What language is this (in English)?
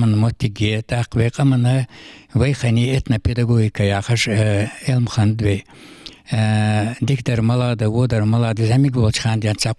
Ingush